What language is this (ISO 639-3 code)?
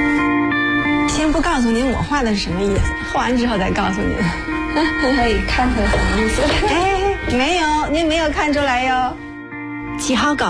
zho